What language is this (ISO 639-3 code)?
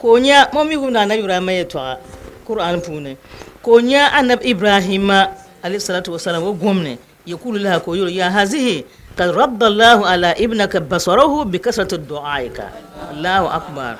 dag